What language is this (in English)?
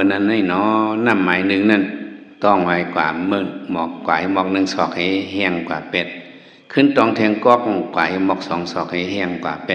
Shan